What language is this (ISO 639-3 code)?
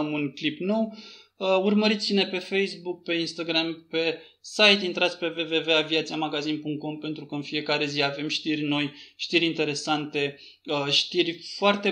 ron